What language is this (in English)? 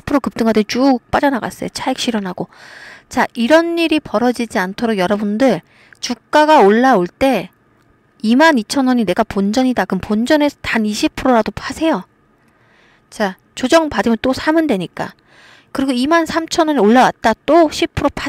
Korean